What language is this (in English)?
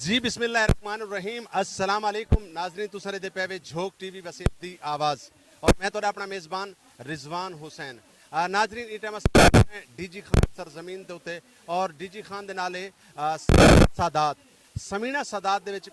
Saraiki